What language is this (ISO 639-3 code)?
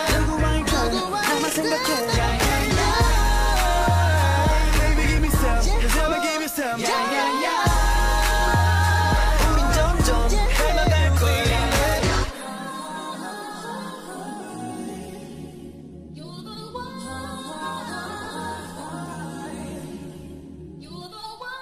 kor